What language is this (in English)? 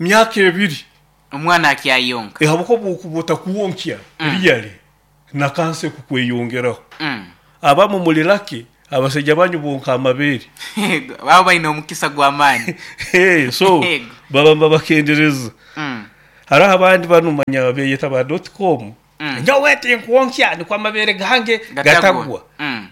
Nyoro